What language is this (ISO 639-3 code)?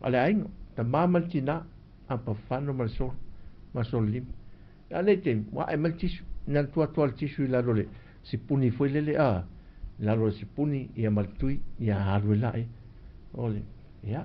smo